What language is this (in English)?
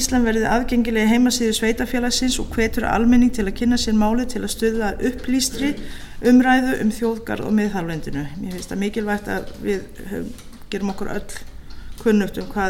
Icelandic